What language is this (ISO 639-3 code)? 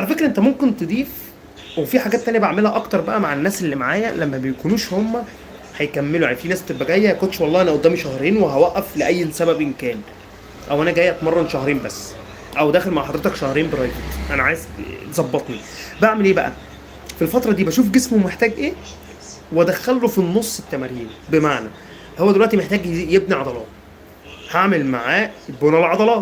arz